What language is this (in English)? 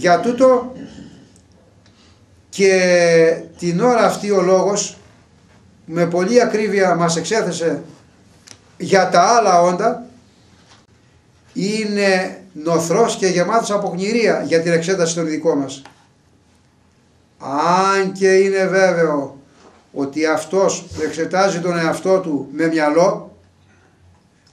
Greek